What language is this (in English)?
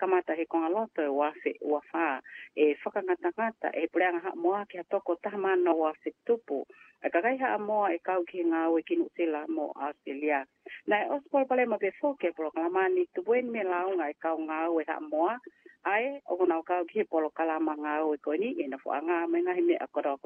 Tongan